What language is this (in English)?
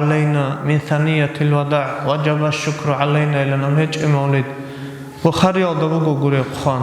Avaric